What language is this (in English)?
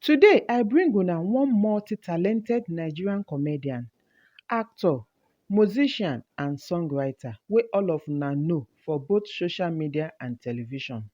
Nigerian Pidgin